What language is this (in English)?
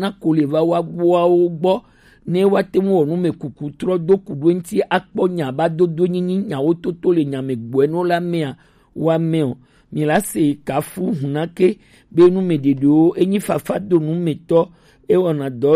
Gen